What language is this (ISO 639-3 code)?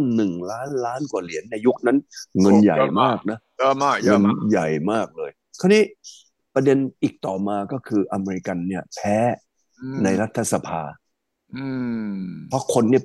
tha